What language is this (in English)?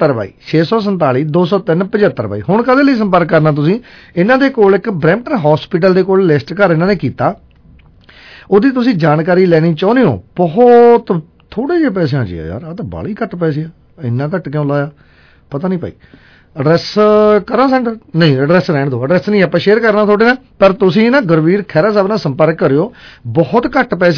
Punjabi